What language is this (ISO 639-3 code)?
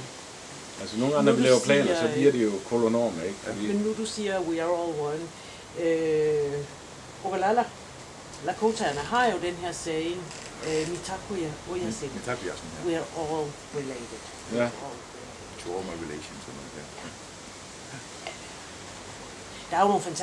dan